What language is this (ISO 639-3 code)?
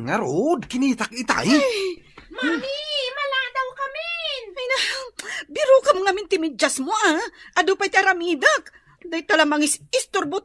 ilo